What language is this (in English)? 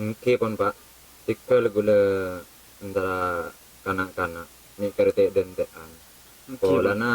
Madurese